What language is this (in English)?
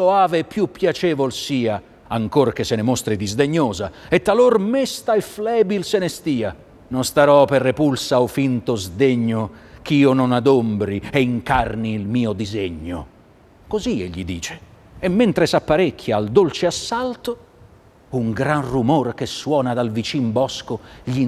Italian